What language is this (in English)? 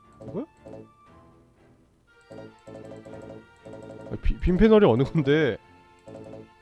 Korean